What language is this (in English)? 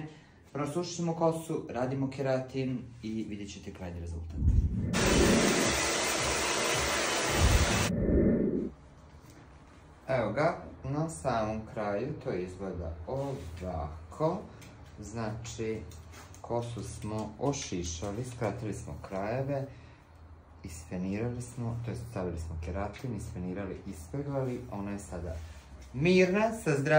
Croatian